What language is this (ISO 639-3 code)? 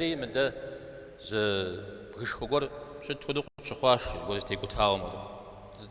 kbd